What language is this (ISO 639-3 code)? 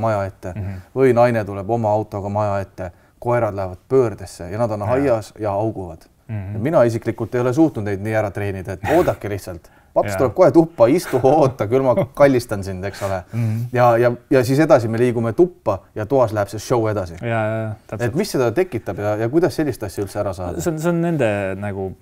est